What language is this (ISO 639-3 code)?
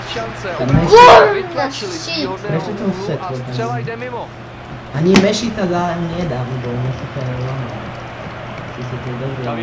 slk